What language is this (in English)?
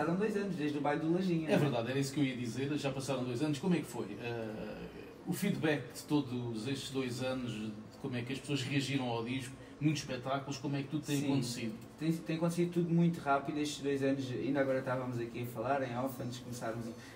Portuguese